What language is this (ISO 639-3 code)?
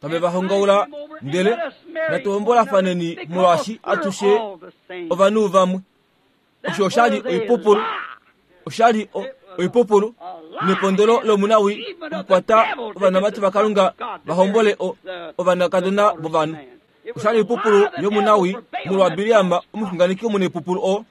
kua